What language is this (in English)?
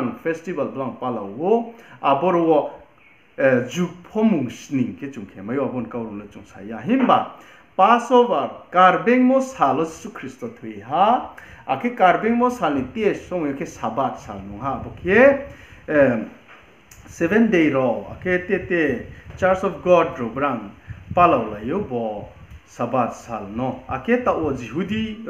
Riang (India)